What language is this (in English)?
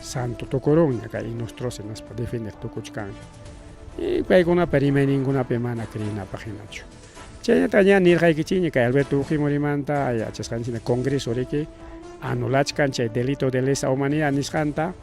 Ayacucho Quechua